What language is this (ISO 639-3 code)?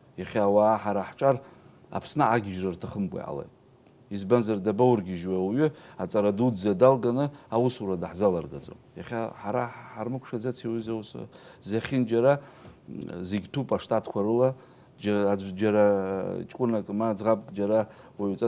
abk